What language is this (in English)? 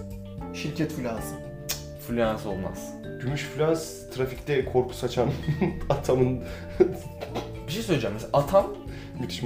Turkish